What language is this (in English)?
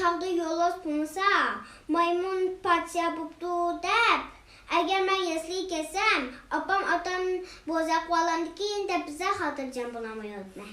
Uyghur